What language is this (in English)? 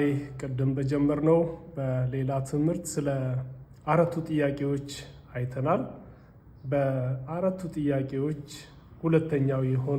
Amharic